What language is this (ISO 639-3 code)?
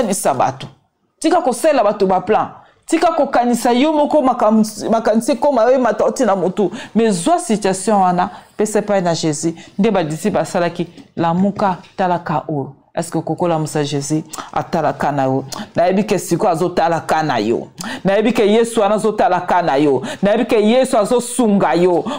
lin